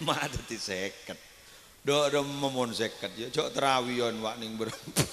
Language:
Madurese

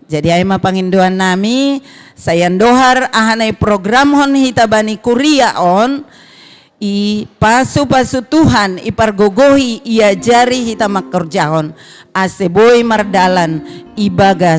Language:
Batak Simalungun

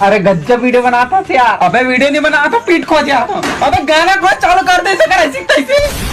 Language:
Chhattisgarhi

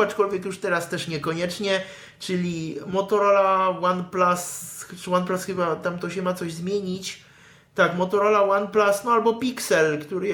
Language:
Polish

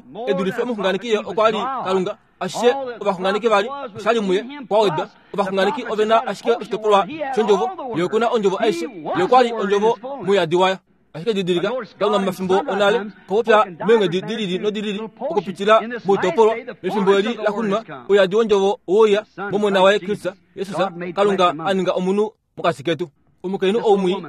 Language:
Kuanyama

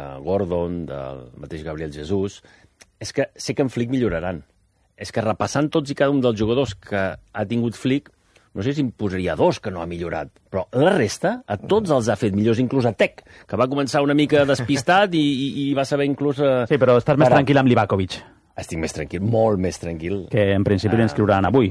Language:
Catalan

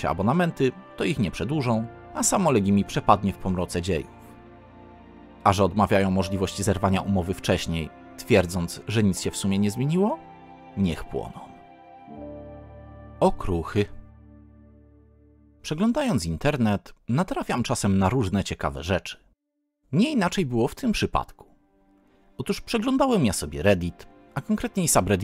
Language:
Polish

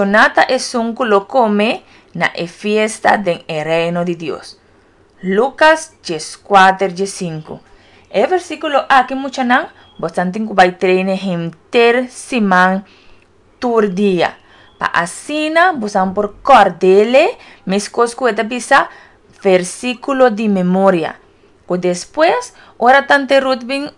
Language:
Papiamento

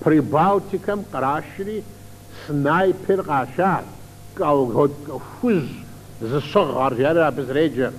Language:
Kabardian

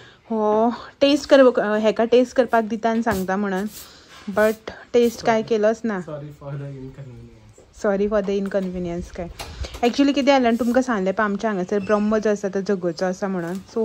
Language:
Konkani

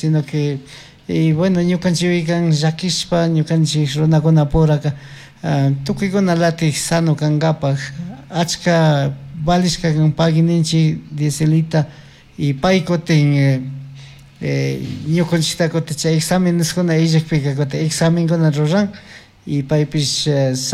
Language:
Chimborazo Highland Quichua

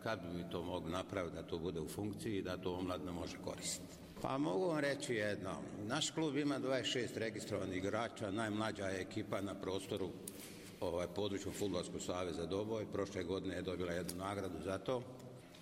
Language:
Bosnian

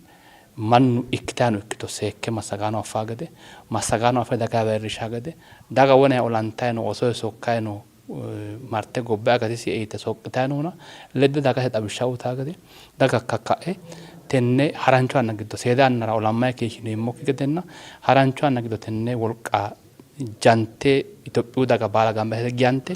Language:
Sidamo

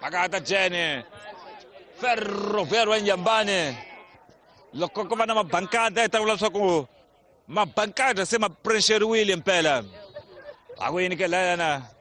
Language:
Tsonga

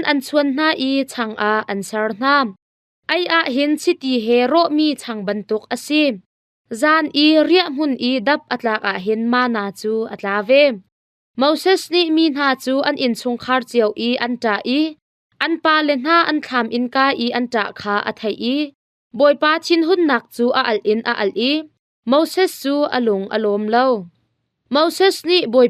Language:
Hakha Chin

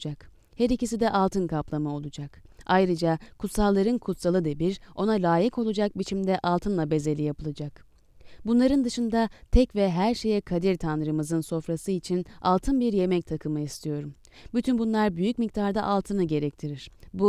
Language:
Turkish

